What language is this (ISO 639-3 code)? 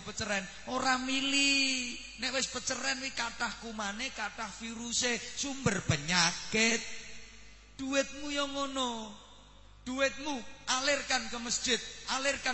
jav